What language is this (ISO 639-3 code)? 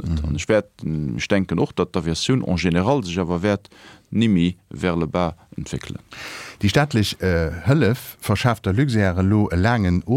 ltz